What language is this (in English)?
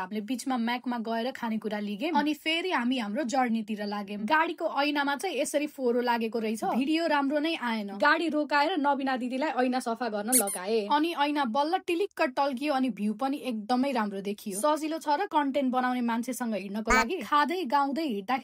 Nepali